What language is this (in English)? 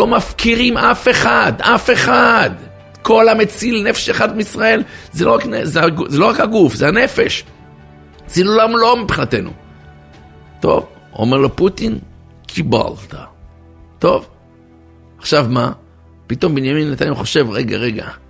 Hebrew